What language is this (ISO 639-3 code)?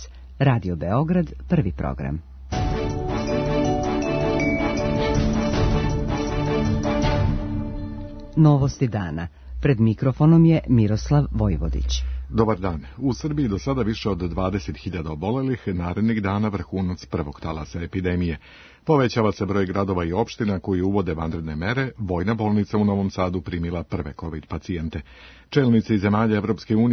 srp